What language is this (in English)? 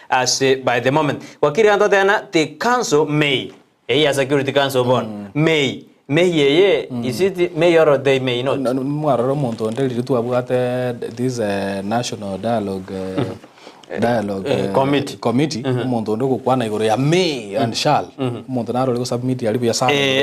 Gusii